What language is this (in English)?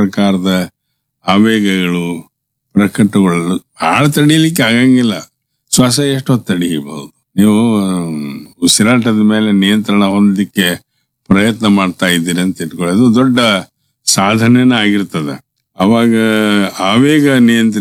Kannada